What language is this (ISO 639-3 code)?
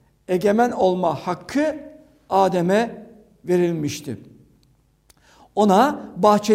tur